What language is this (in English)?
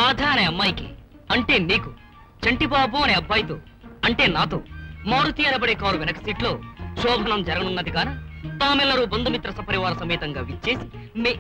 Telugu